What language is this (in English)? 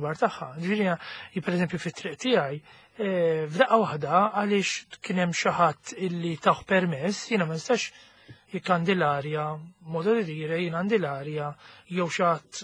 Maltese